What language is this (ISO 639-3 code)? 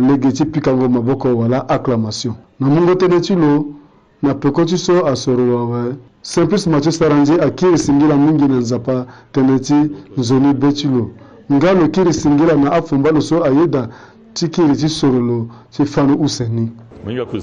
sag